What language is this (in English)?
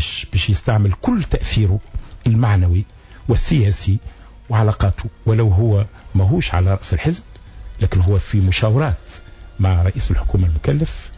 Tunisian Arabic